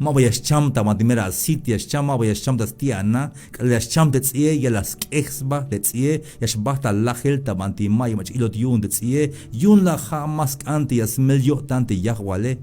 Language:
Tzeltal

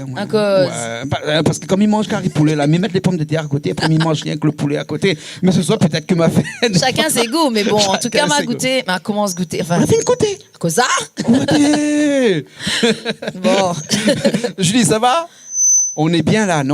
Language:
Réunion Creole French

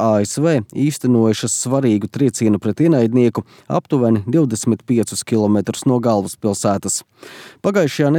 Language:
Latvian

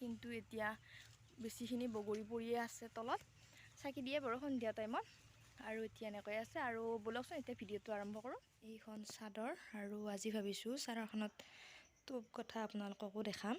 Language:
Assamese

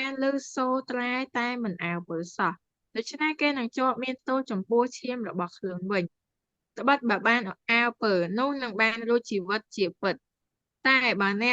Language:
Khmer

